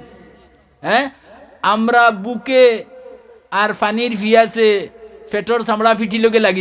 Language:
Sylheti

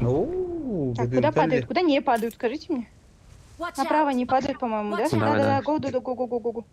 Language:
Yakut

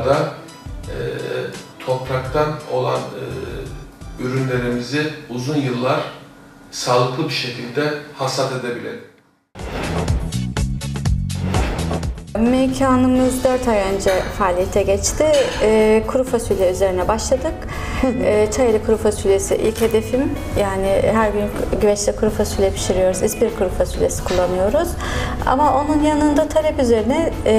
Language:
Turkish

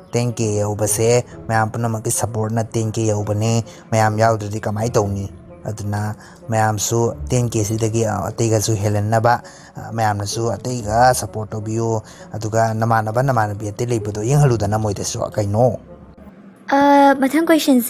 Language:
Manipuri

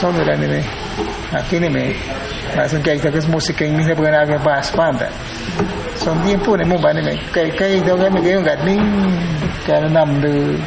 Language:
Awa-Cuaiquer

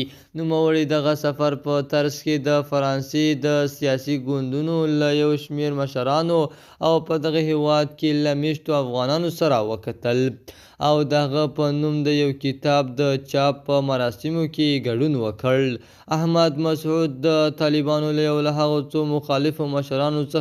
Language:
Pashto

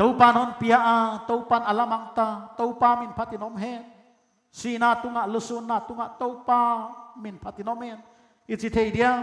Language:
Paite Chin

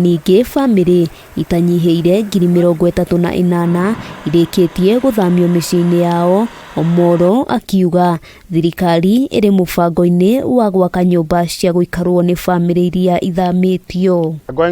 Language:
Kikuyu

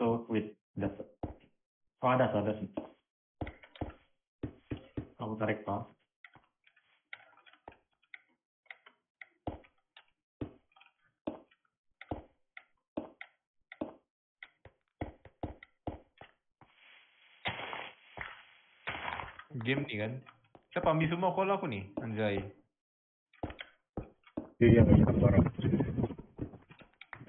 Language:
Indonesian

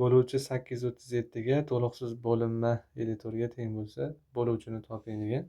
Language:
Uzbek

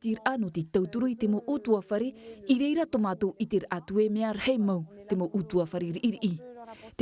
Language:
Tahitian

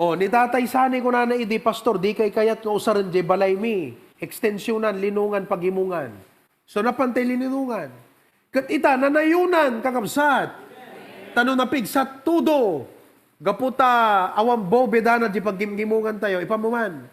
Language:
Iloko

